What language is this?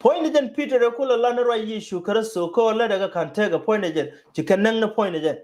Nuer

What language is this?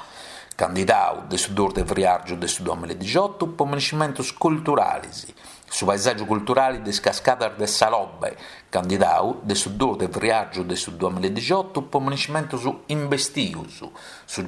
Sardinian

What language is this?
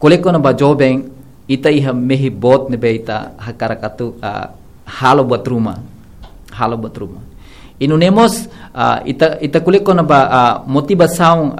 Tetum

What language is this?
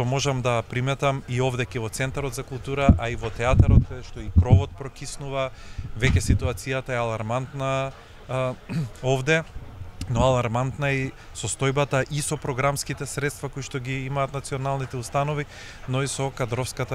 Macedonian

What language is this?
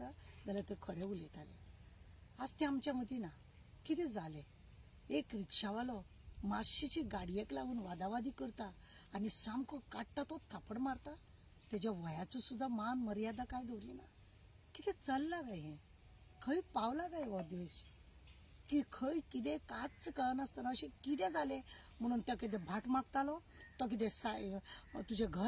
Konkani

